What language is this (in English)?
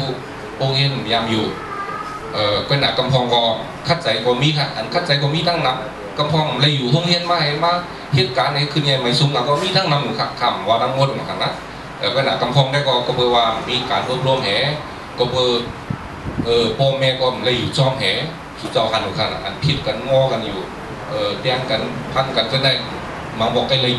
Shan